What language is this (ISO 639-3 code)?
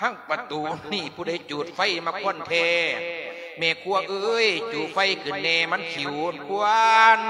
lao